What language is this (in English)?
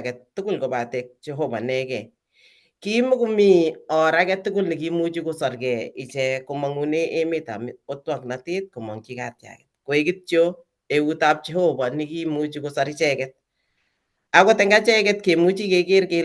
Kalenjin